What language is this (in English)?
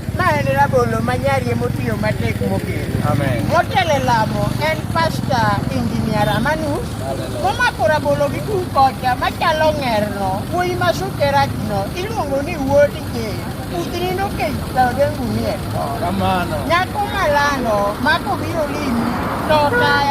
Luo (Kenya and Tanzania)